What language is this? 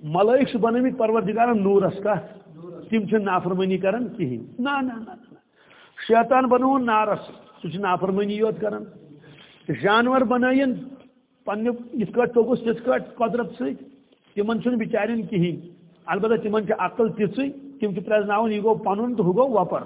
Kashmiri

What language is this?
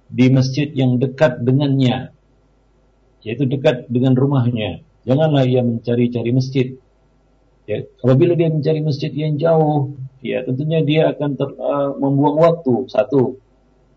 Indonesian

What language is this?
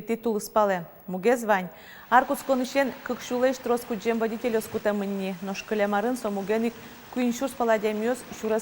Udmurt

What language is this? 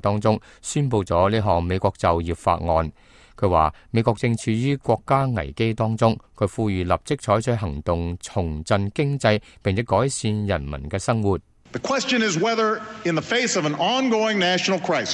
Cantonese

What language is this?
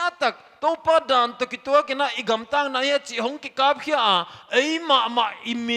Paite Chin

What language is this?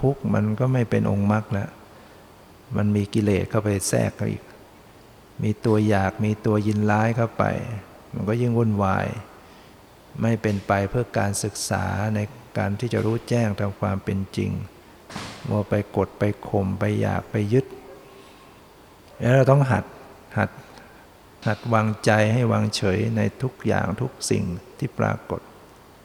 Thai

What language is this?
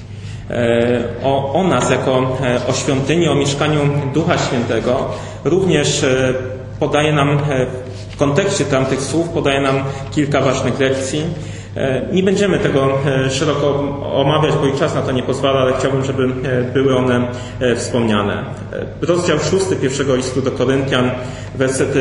Polish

